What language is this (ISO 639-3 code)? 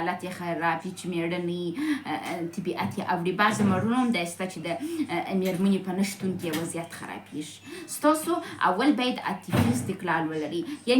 pus